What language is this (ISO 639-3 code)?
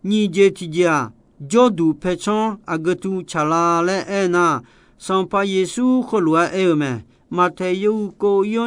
ahk